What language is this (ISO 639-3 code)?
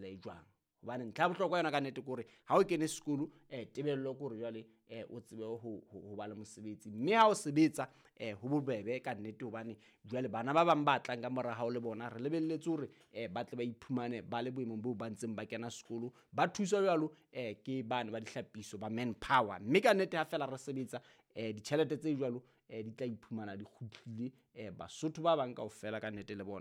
sot